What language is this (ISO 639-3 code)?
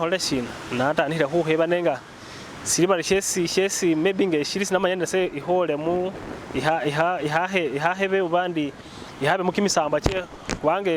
myx